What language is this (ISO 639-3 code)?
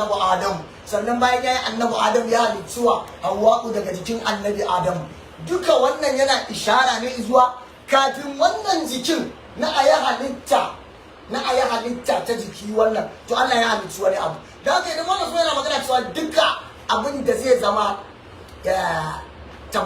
hau